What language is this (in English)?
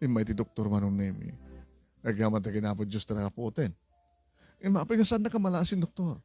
Iloko